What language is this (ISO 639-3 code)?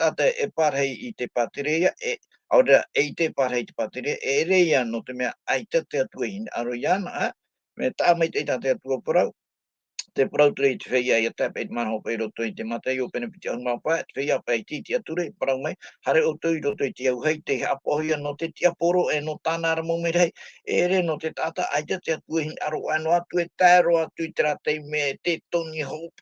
tah